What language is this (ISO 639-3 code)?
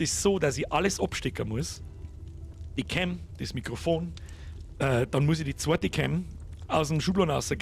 bar